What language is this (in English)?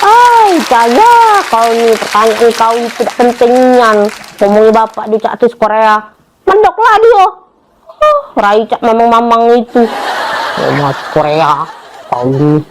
Musi